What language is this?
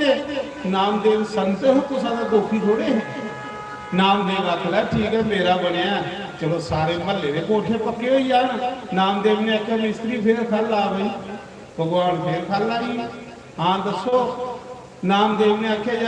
Dogri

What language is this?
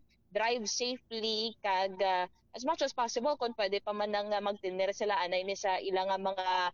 Hiligaynon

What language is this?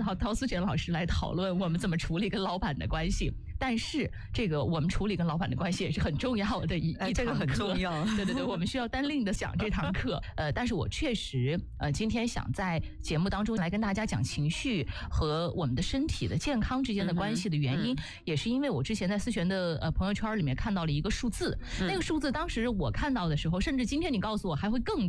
Chinese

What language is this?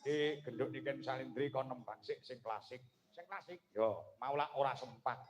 Javanese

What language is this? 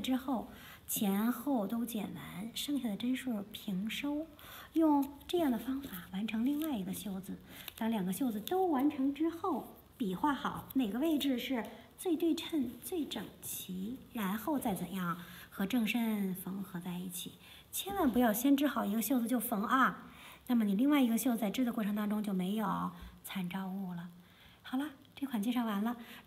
Chinese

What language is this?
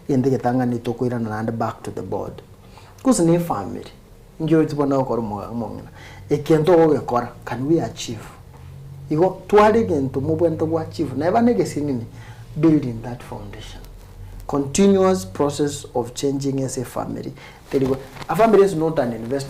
Gusii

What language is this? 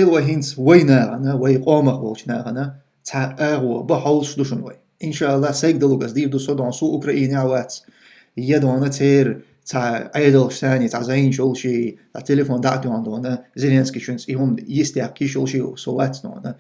Chechen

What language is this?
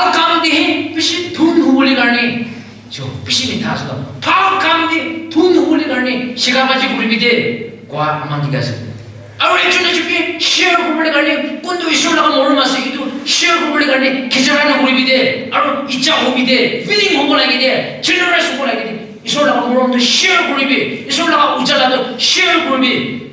Naga Pidgin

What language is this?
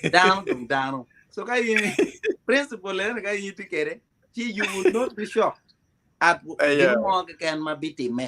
Acoli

